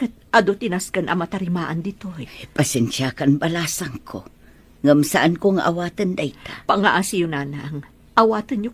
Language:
Iloko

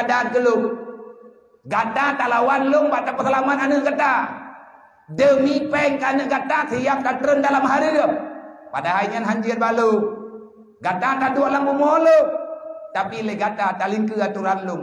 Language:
Achinese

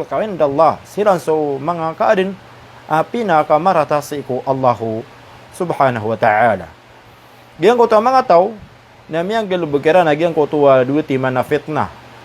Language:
Maranao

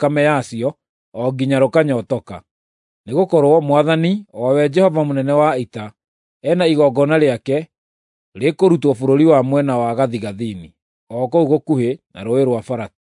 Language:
Kikuyu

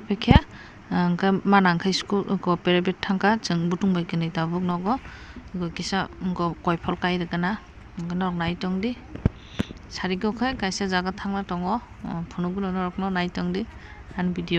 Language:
Kok Borok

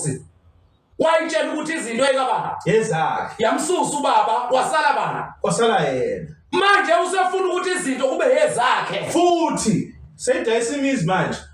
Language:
Zulu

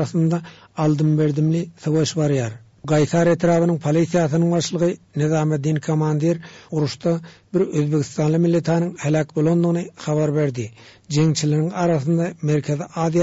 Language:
Turkmen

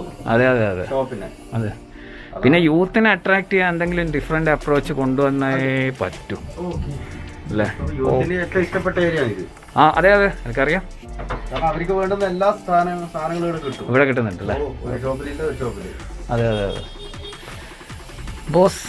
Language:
Malayalam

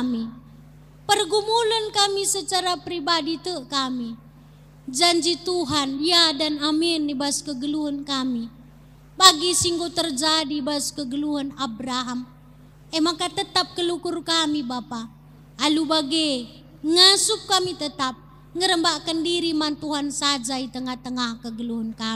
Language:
Batak Karo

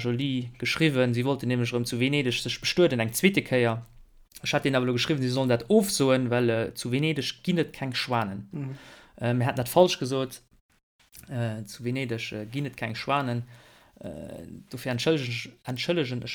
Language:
Luxembourgish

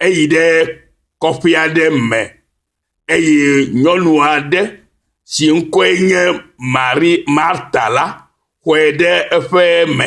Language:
Ewe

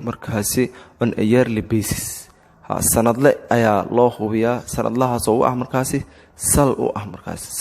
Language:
Somali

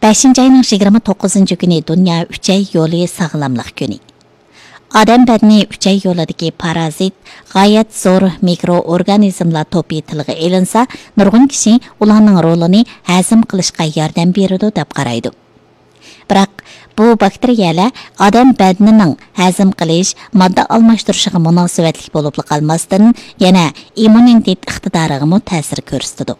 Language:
Uyghur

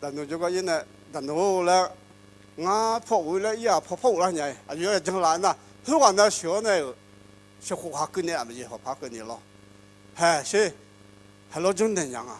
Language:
Akha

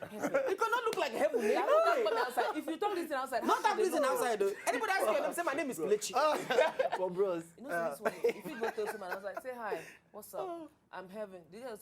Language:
Nigerian Pidgin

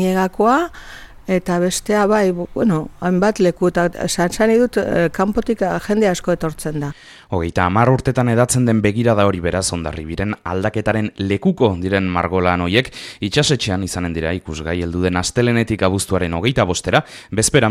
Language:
Basque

